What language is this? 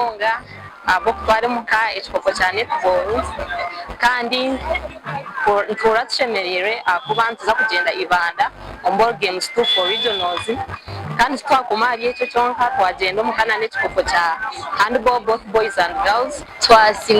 Nyankole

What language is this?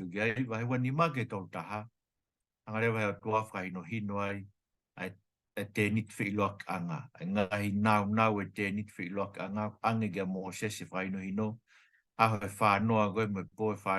Tongan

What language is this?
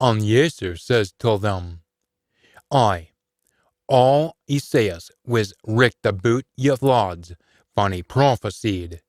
Scots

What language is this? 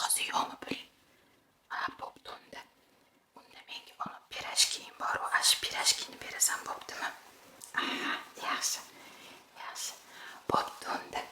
Uzbek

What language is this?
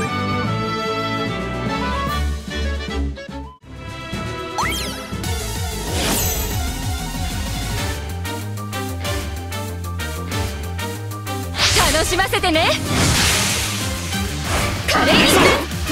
Japanese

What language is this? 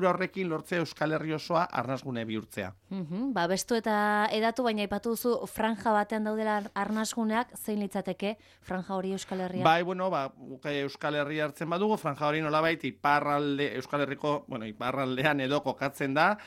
Basque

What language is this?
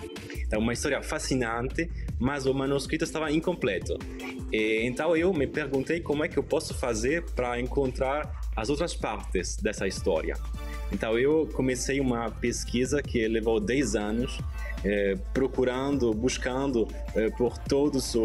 Portuguese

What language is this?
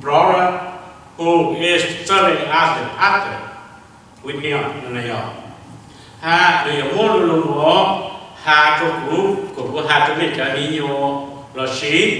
Hmong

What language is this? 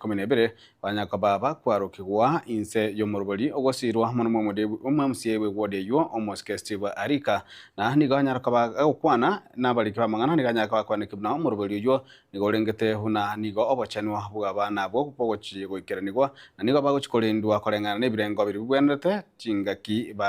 Gusii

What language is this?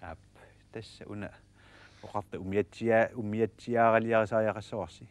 Kalaallisut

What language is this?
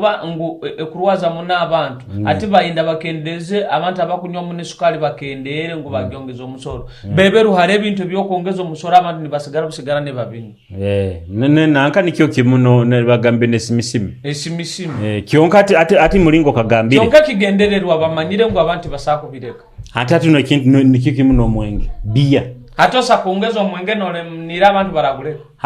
Nyoro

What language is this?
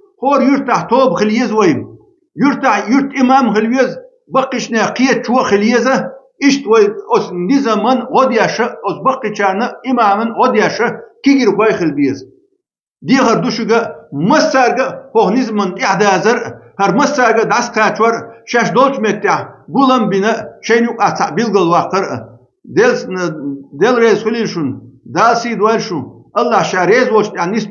Chechen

